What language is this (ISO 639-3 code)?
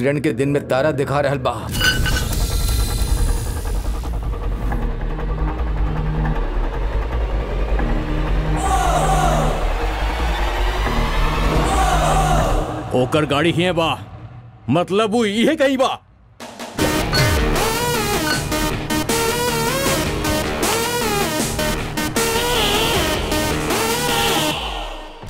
bho